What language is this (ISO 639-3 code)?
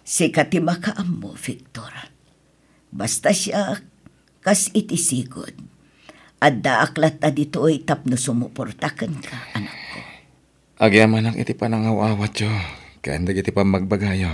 ilo